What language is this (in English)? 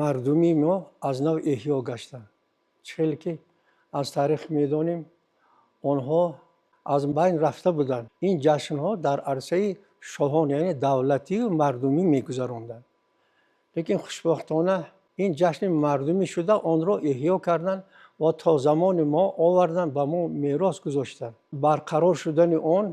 Tajik